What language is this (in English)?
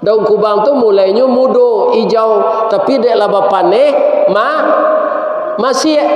Minangkabau